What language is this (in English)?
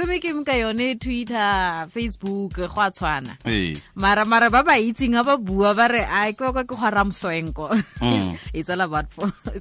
Tswana